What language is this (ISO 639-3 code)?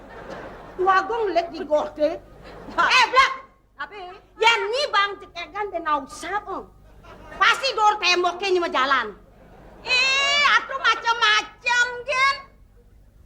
ban